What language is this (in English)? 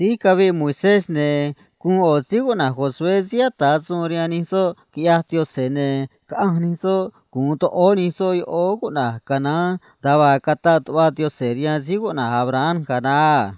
Copala Triqui